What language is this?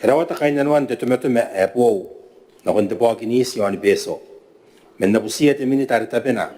Gilbertese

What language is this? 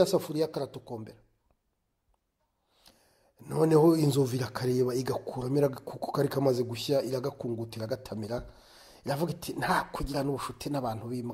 Kinyarwanda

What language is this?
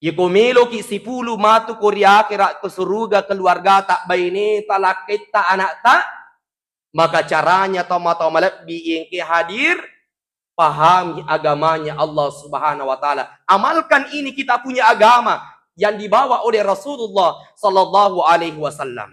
Buginese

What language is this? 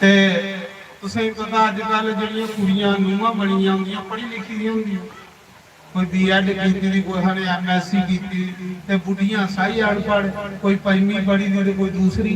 Dogri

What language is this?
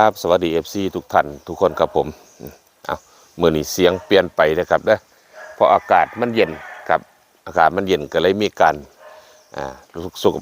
Northeastern Thai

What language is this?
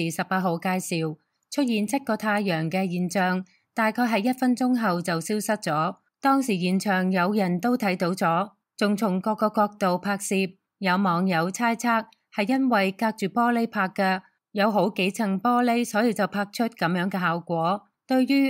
Cantonese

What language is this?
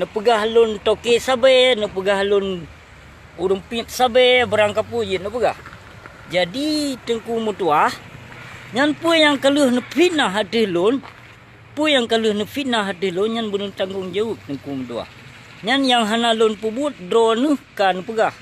Achinese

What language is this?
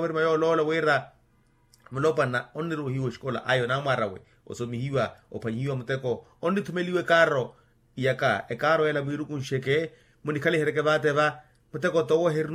Makhuwa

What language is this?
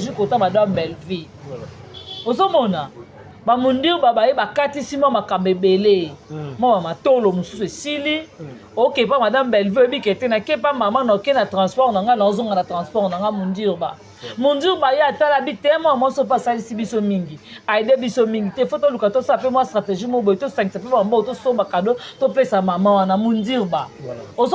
Lingala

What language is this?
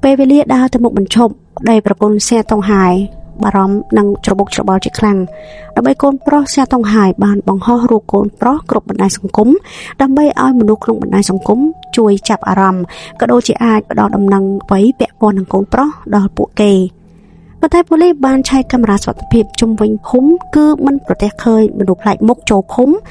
Khmer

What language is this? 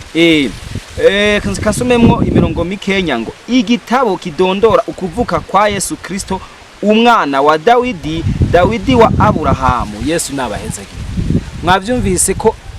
Rundi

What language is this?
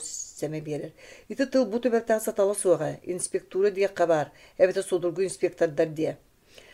Yakut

